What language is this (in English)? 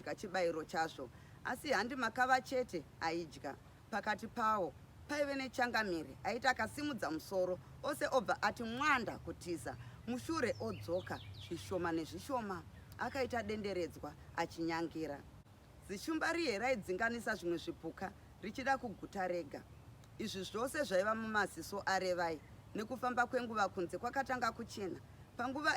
Shona